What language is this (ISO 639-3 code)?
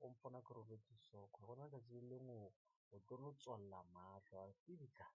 nso